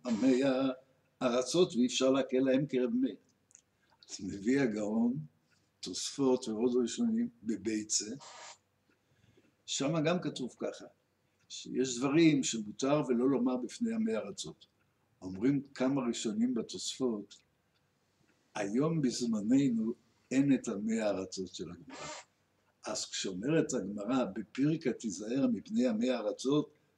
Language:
Hebrew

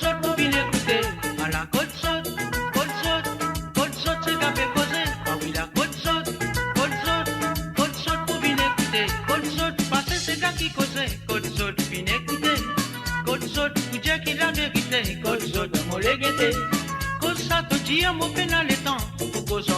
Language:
Morisyen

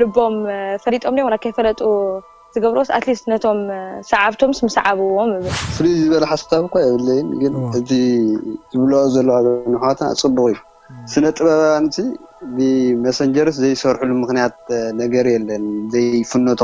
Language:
Tigrinya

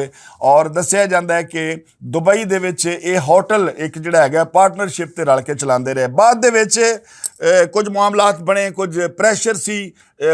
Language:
Western Panjabi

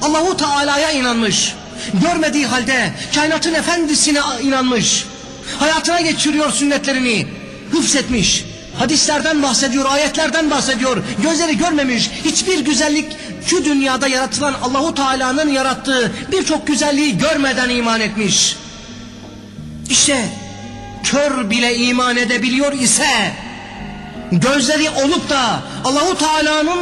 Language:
Turkish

